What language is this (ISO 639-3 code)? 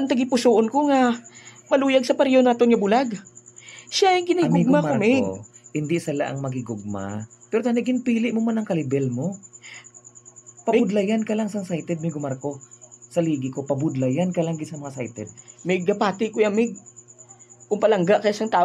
hil